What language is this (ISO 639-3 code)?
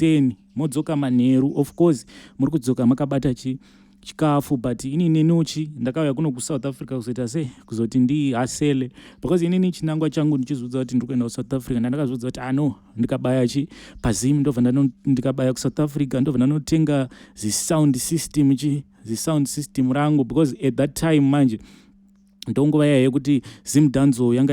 sna